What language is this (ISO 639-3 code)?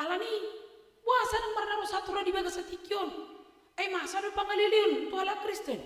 bbc